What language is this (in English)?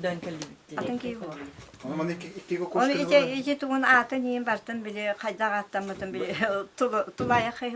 Yakut